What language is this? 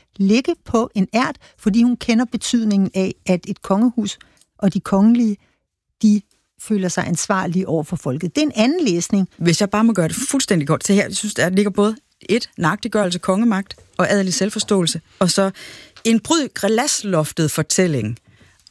Danish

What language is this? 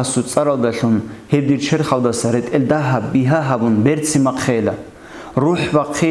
Avaric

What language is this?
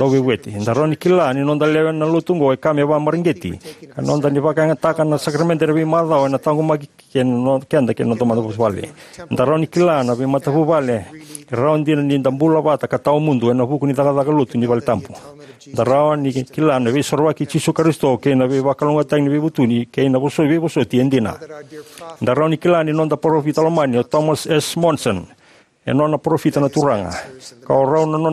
Fijian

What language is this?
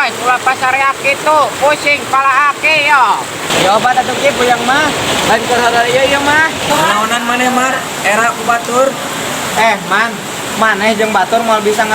Sundanese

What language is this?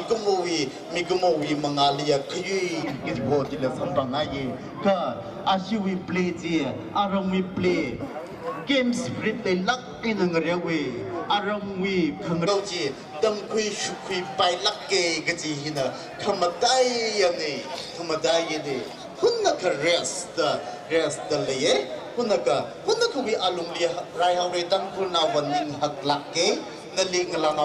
Tangkhul Naga (India)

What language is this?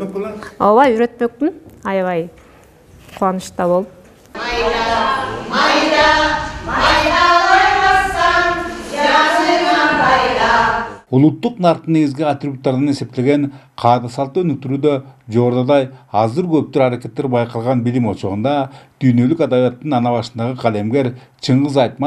Kyrgyz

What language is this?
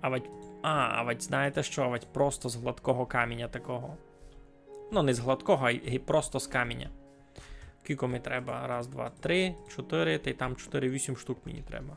Rusyn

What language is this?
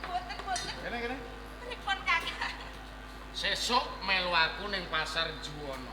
Javanese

